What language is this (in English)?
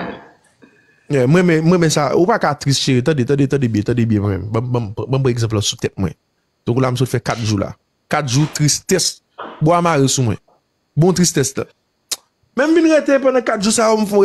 Haitian Creole